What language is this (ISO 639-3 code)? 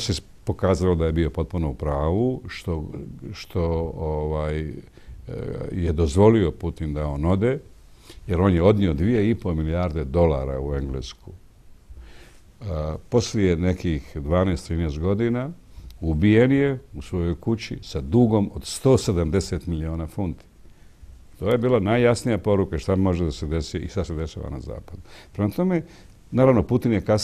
bos